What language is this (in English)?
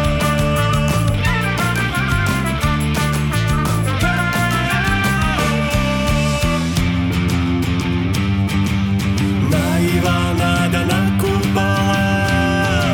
Russian